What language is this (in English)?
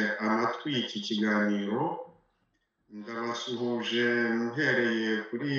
Kinyarwanda